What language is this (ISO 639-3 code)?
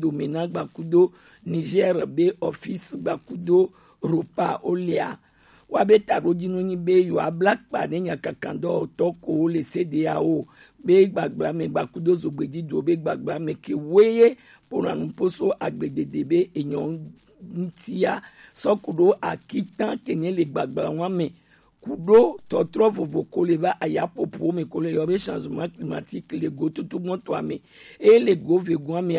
gej